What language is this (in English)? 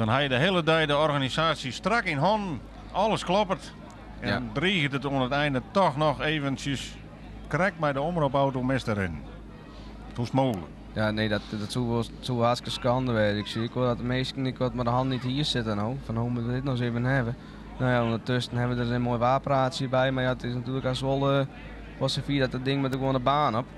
Western Frisian